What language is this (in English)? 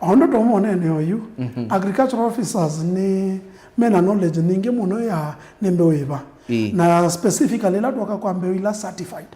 Kamba